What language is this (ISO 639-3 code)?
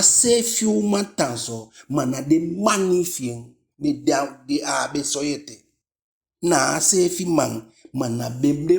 djk